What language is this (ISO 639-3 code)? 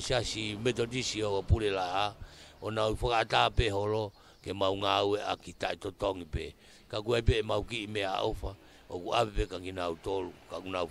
ton